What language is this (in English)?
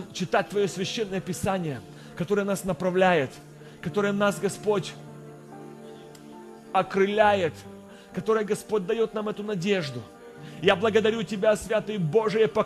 Russian